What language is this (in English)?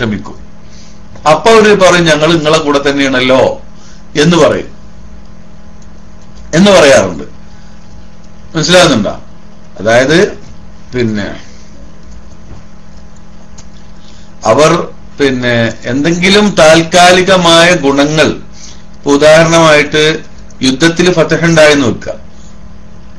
Malayalam